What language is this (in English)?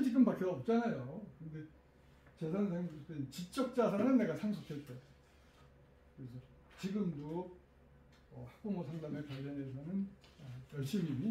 Korean